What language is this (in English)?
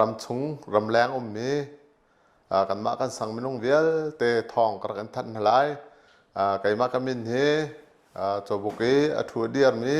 Hakha Chin